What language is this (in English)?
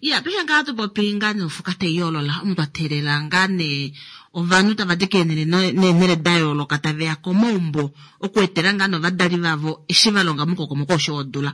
Kuanyama